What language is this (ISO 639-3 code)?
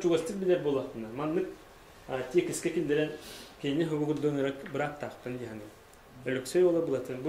sah